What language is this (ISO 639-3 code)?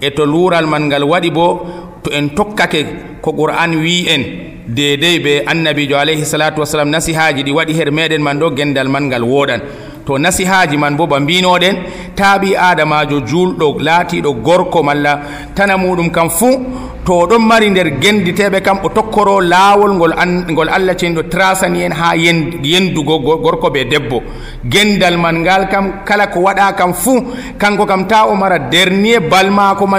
fuv